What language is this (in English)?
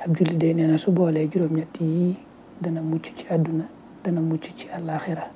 Wolof